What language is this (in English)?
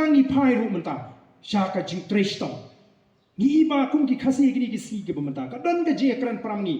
Khasi